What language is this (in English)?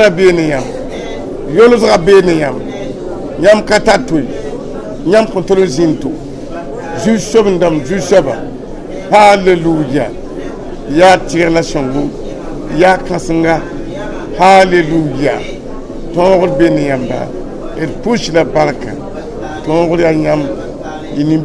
Mossi